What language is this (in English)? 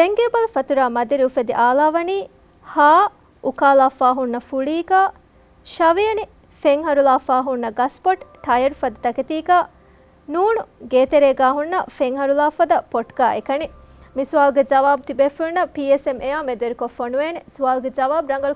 Divehi